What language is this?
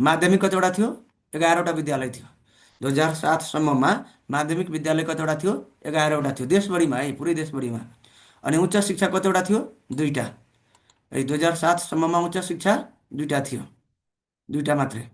Nepali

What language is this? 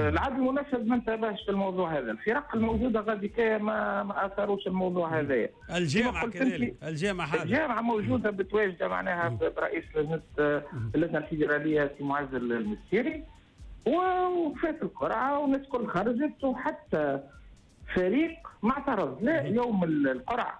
Tunisian Arabic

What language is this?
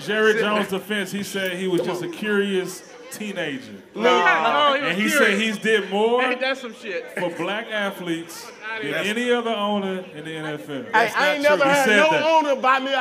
English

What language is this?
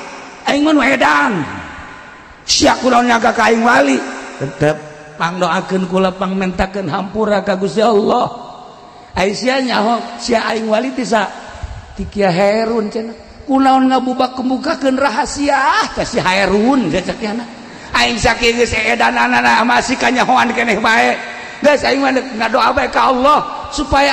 Sundanese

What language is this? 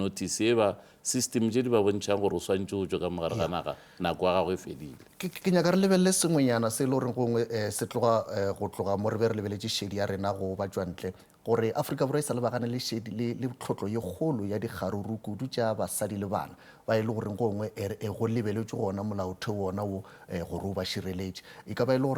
Northern Sotho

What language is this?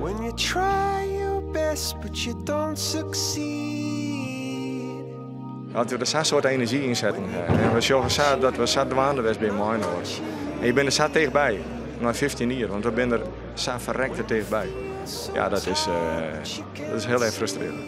Western Frisian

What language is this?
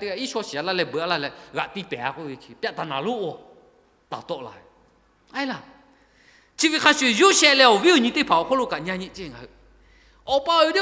Lahu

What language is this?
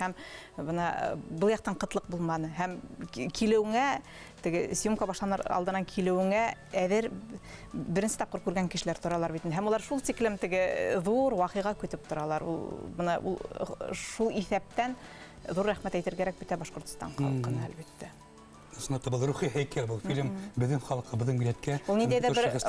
Bashkir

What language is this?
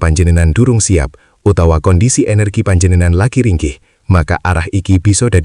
Javanese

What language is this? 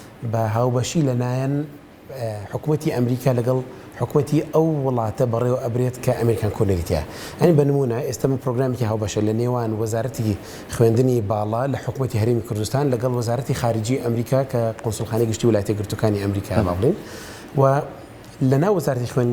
Central Kurdish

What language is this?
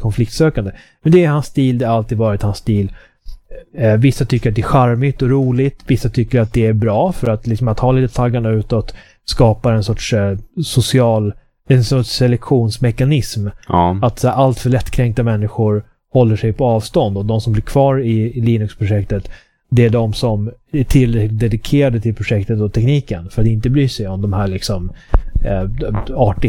Swedish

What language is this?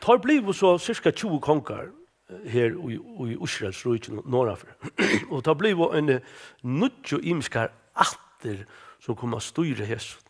Faroese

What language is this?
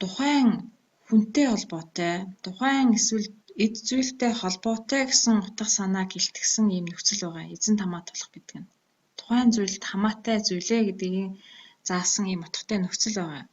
Mongolian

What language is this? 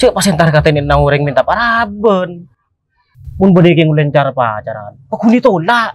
Madurese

